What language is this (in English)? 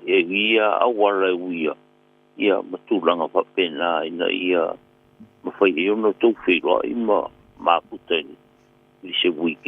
Samoan